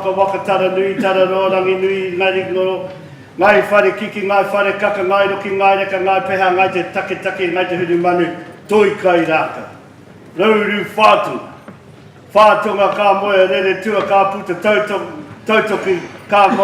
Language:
Māori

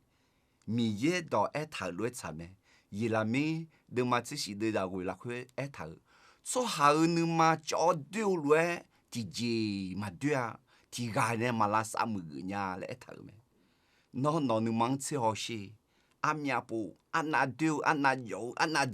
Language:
Akha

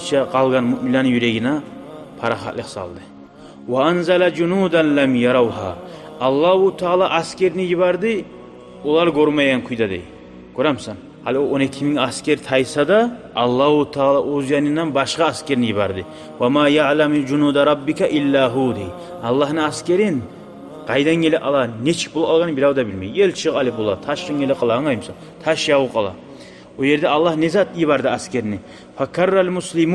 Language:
Kumyk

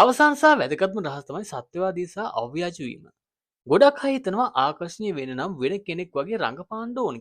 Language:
Sinhala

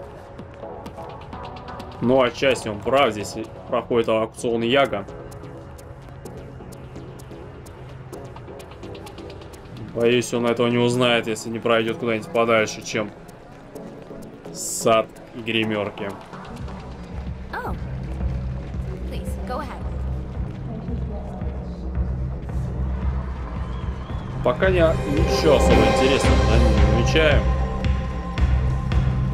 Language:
Russian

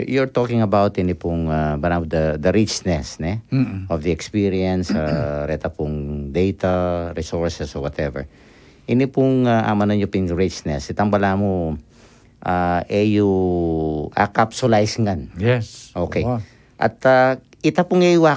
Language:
Pampanga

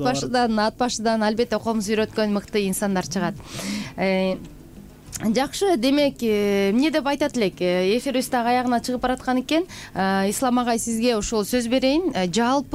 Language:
Kyrgyz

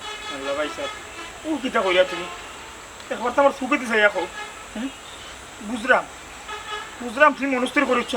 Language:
Sylheti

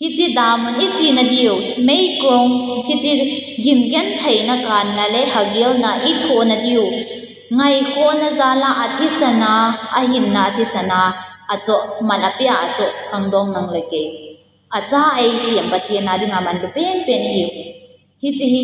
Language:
Thado Chin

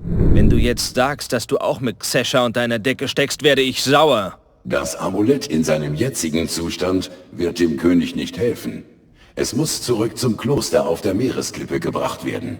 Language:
Bavarian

